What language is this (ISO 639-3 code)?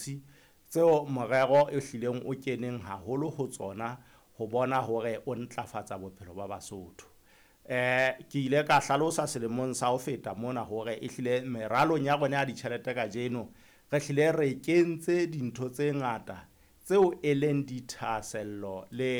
sot